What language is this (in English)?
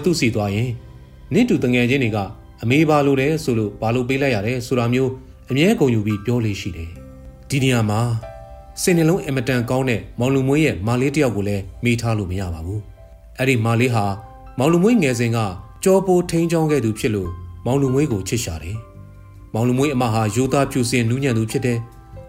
Burmese